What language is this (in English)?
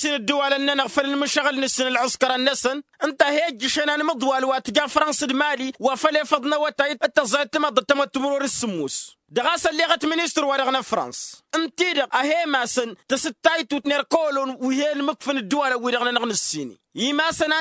Tamasheq